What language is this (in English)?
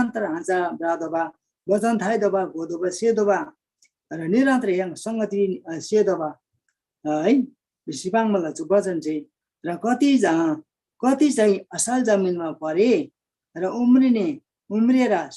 Eastern Tamang